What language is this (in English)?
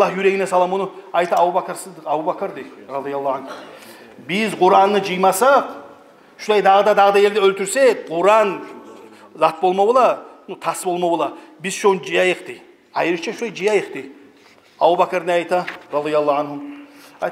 Kumyk